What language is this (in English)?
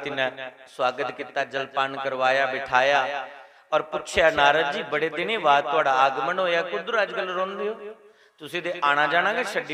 Dogri